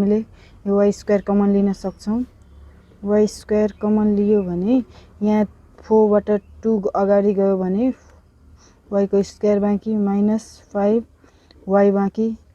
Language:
Nepali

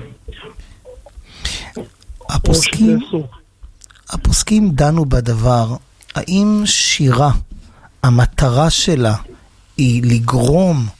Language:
Hebrew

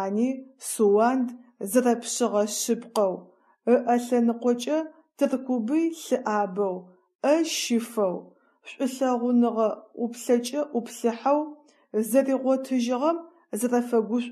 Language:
Adyghe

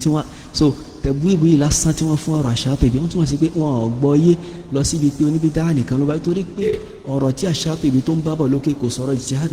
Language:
Yoruba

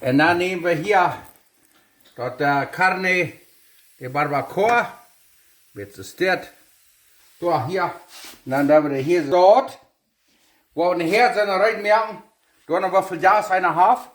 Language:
Plautdietsch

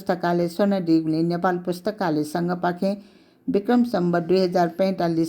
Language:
Newari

